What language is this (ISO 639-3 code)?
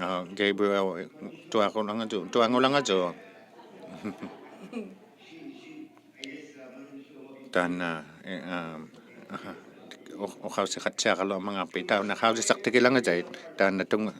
iku